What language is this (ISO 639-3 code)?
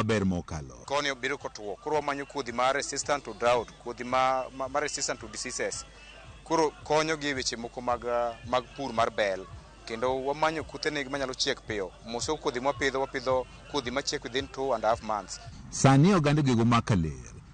luo